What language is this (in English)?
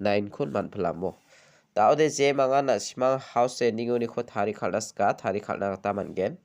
Garo